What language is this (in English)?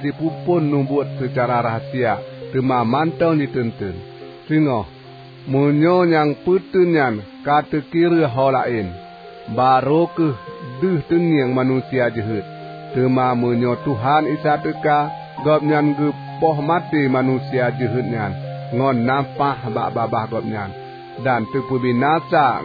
Achinese